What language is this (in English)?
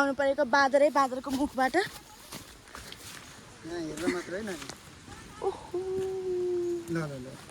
Nepali